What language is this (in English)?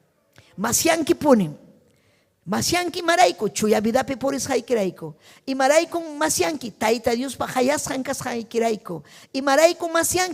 Ayacucho Quechua